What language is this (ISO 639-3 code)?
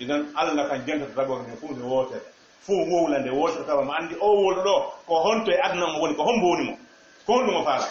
ful